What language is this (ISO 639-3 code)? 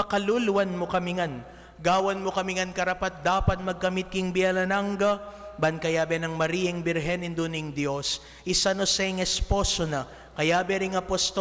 pam